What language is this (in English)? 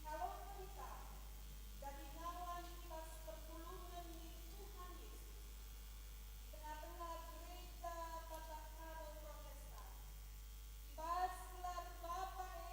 Batak Karo